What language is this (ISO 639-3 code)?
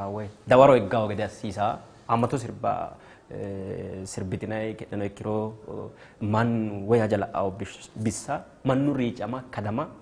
sid